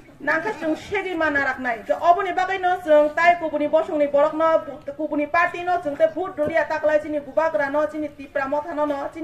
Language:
Kok Borok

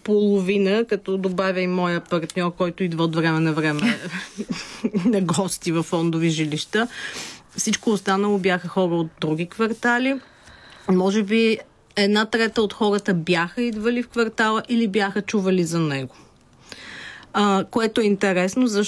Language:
Bulgarian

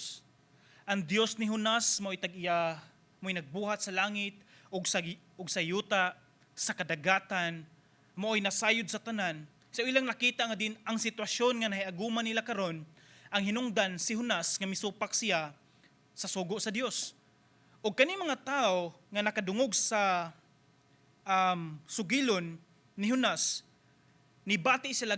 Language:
Cebuano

